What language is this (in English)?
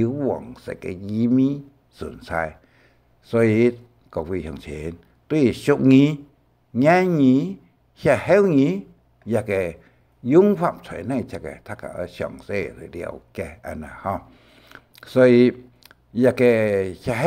Hakka Chinese